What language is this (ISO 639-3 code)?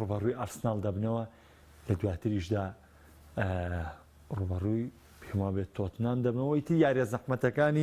ckb